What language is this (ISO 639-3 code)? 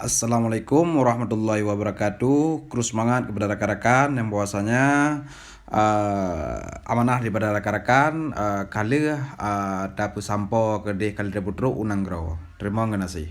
ace